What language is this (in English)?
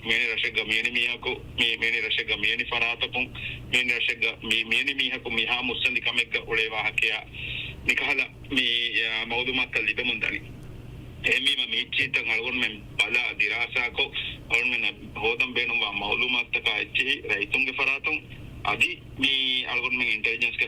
Divehi